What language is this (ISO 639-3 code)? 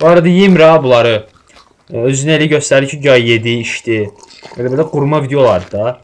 aze